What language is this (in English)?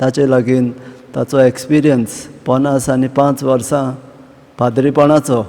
Konkani